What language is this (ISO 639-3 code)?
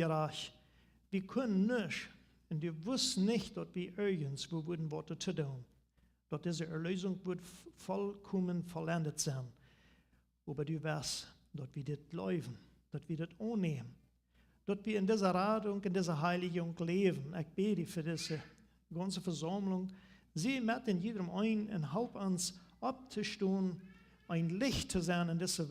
pdt